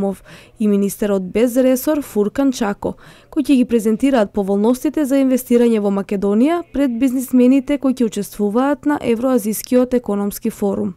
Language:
Macedonian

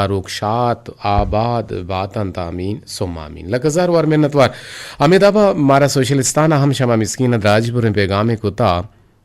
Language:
Eastern Balochi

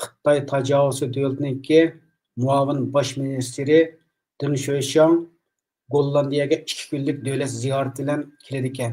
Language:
Uyghur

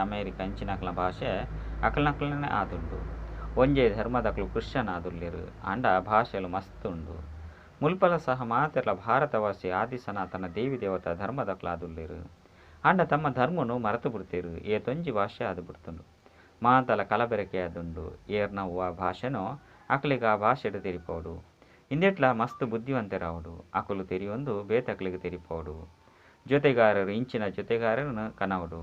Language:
Tulu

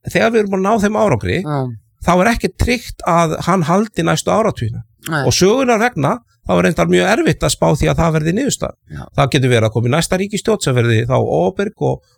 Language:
Icelandic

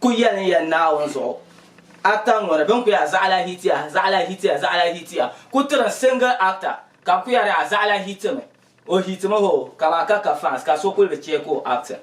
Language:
Dagbani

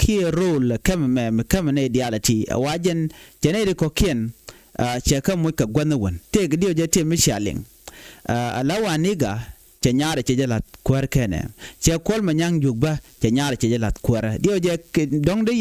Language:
Nuer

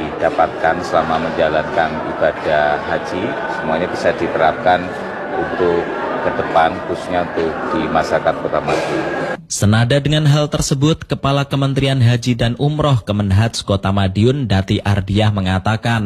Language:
Indonesian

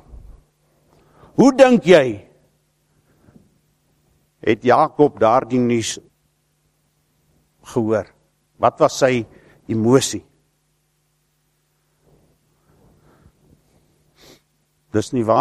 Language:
Afrikaans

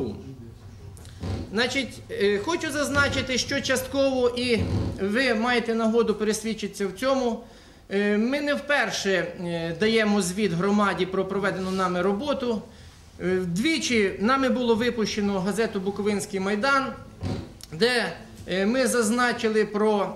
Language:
Ukrainian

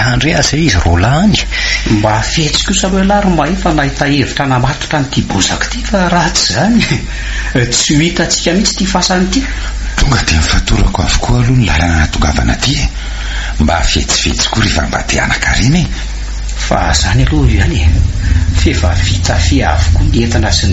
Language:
Malagasy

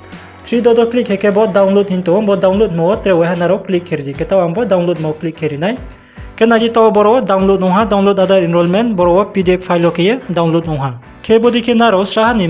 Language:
Riang (India)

